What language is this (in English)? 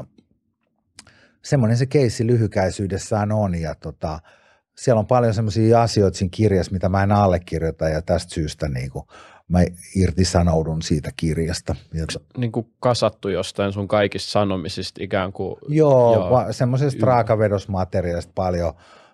Finnish